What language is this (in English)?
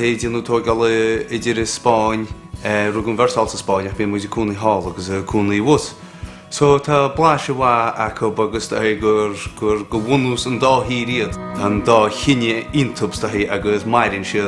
Irish